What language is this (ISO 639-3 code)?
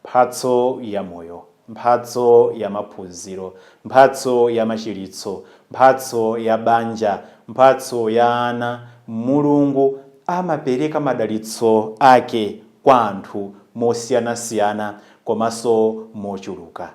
nya